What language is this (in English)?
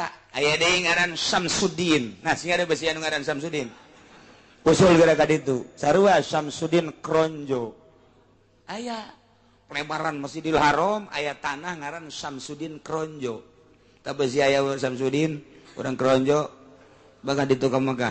Sundanese